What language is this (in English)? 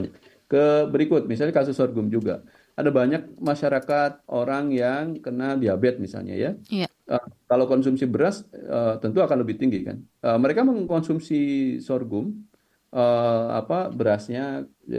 Indonesian